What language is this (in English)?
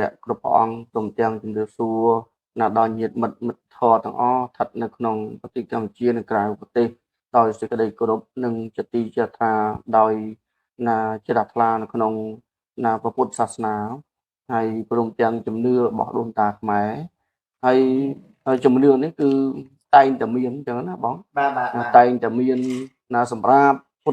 Khmer